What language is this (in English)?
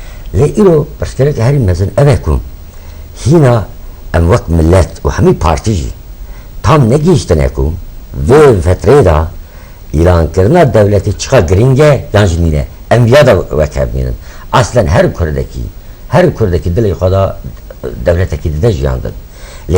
Kurdish